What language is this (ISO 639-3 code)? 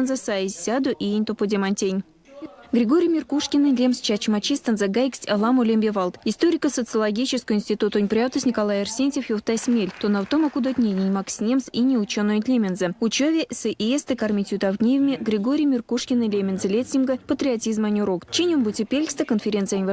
myv